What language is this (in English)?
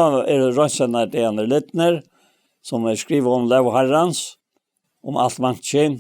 Faroese